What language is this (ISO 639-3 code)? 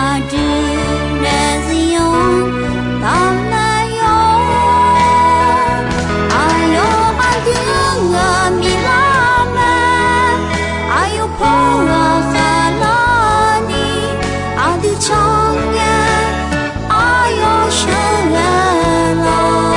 ahk